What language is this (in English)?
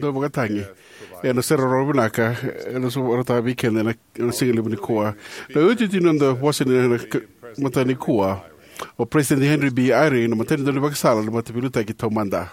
Fijian